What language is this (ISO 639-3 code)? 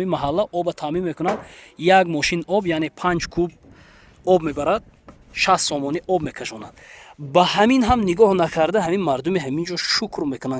tgk